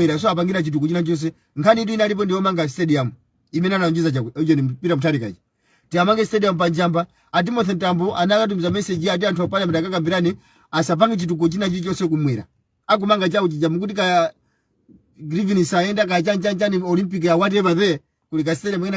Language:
Nyanja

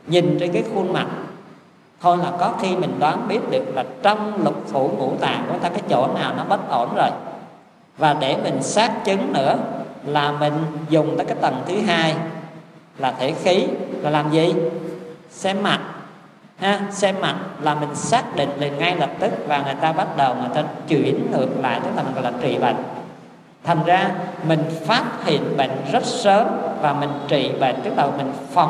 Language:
Vietnamese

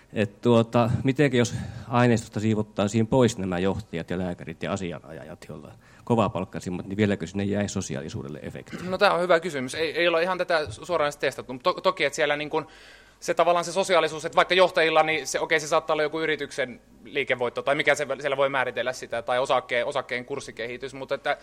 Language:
Finnish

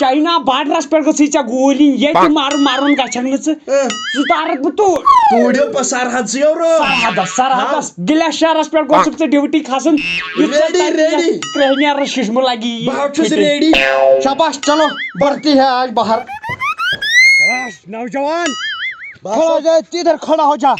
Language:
Kashmiri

